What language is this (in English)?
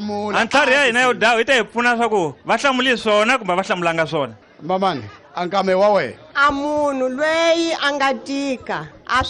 Tsonga